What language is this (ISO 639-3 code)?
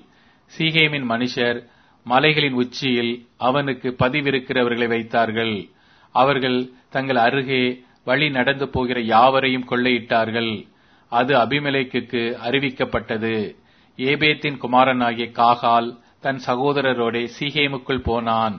tam